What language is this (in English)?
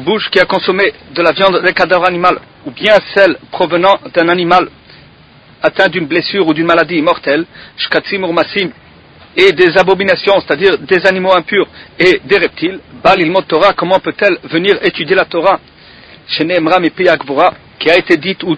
French